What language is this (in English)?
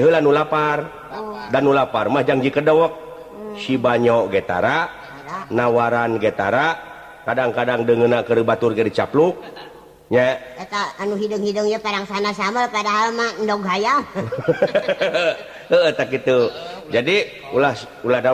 Sundanese